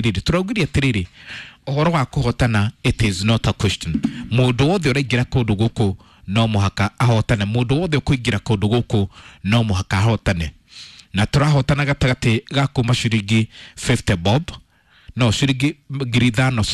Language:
Kikuyu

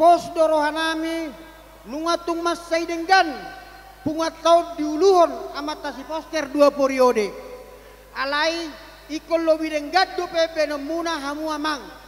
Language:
Batak Toba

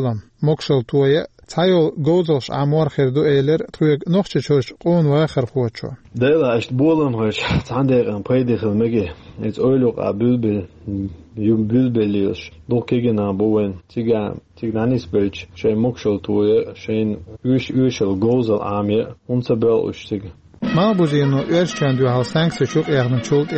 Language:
Chechen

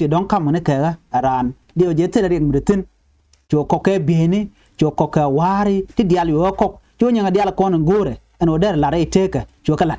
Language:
Nuer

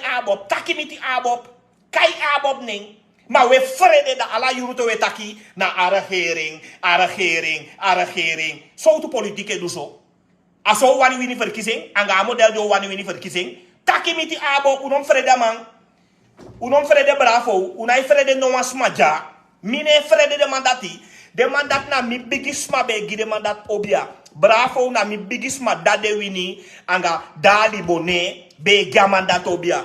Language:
Sranan Tongo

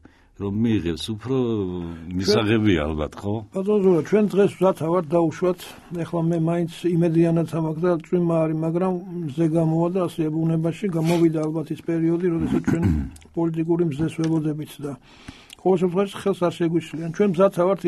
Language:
Georgian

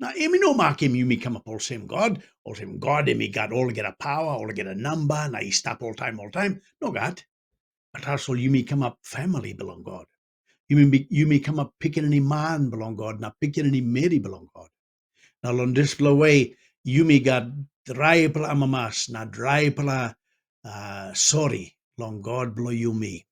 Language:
Tok Pisin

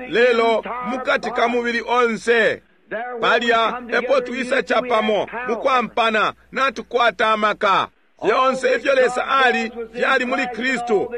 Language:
Bemba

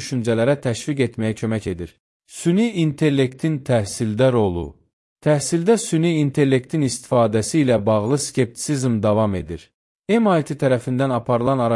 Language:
Azerbaijani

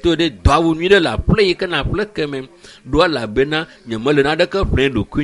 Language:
Ewe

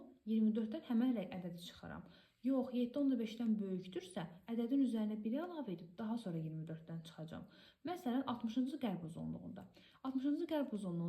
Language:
Azerbaijani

